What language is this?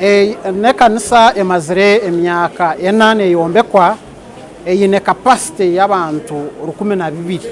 Nyankole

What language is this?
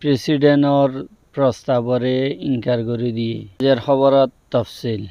Rohingya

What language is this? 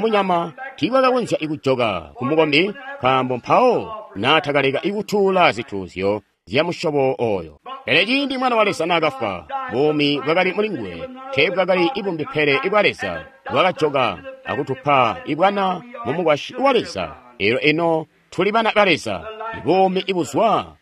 Tonga (Zambia)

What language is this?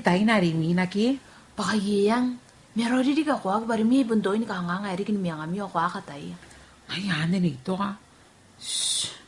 Gilbertese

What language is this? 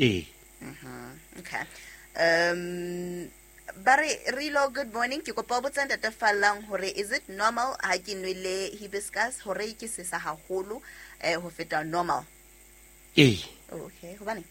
Southern Sotho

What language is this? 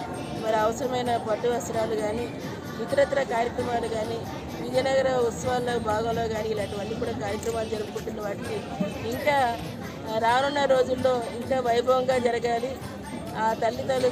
Telugu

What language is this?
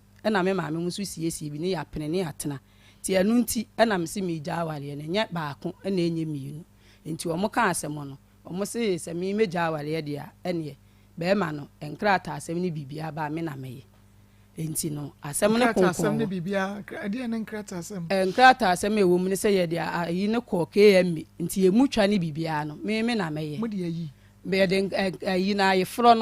Akan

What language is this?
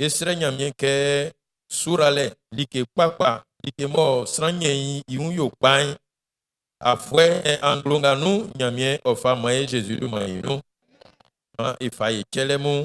Baoulé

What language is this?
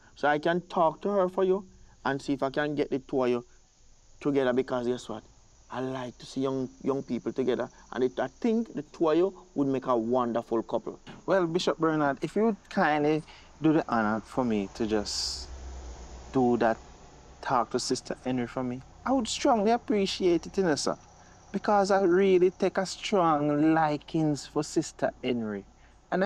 Jamaican Creole English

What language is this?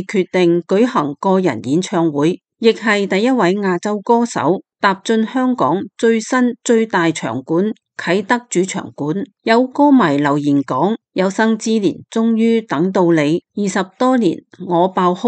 Cantonese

